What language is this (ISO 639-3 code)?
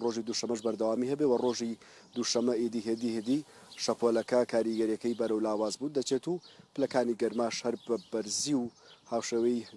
ckb